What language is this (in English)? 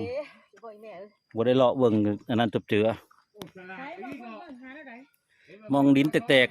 Northeastern Thai